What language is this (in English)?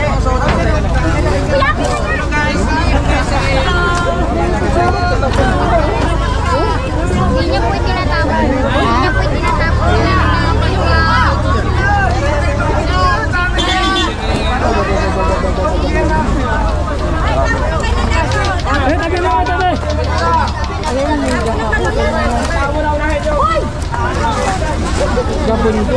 Filipino